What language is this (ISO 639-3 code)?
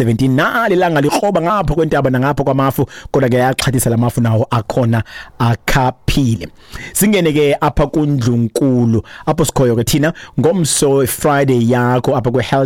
xho